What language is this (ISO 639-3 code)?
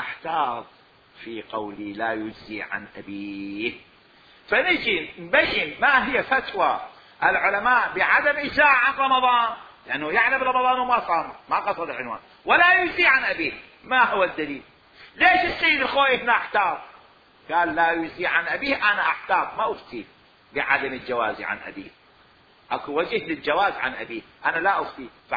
acm